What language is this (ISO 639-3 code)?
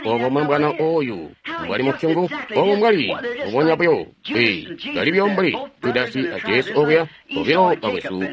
toi